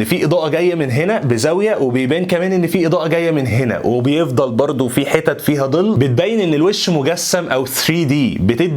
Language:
Egyptian Arabic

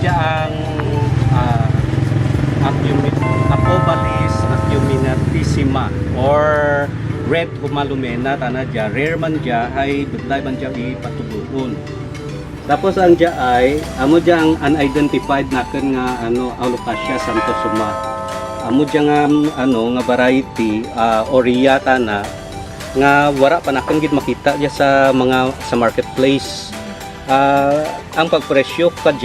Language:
Kinaray-a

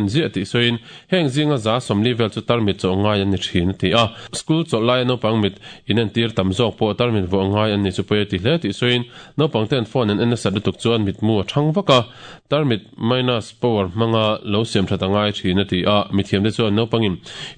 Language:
Mizo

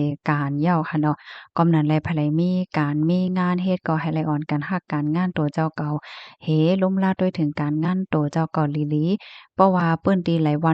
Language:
Shan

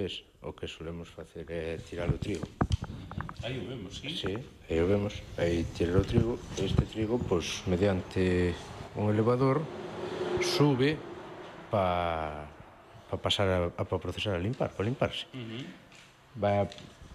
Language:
Galician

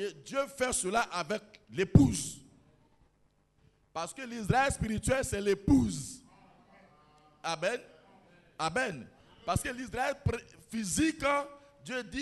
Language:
French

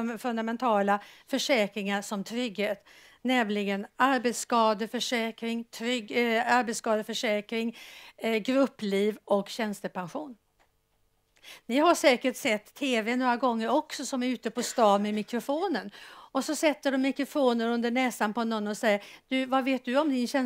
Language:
Swedish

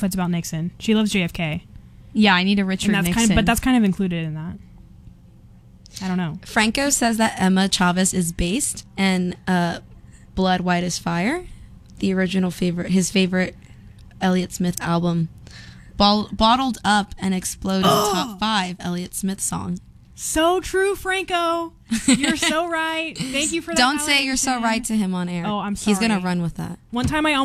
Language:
English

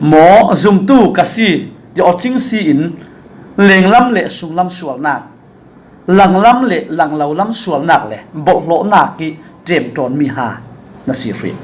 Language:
Falam Chin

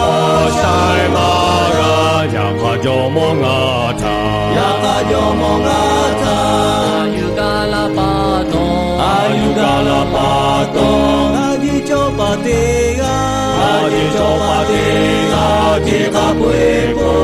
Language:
Lahu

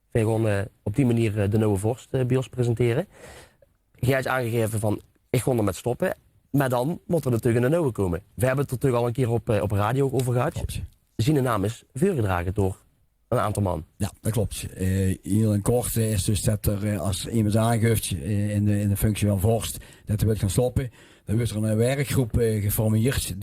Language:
Limburgish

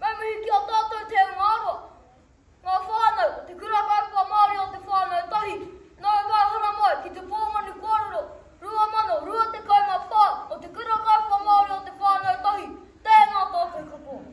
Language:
Māori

